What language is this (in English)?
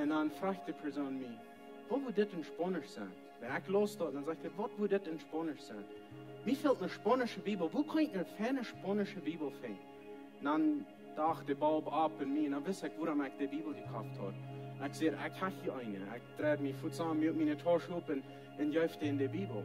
Plautdietsch